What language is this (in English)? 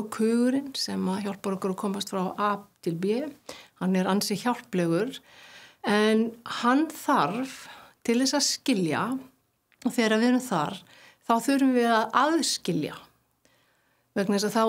Icelandic